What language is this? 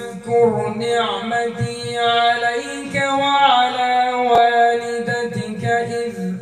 Arabic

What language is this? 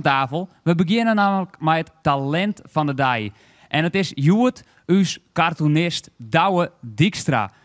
Western Frisian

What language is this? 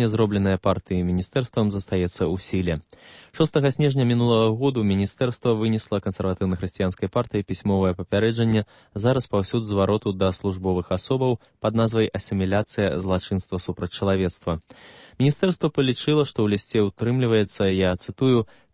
Belarusian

